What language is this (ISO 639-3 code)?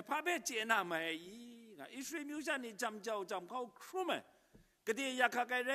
kac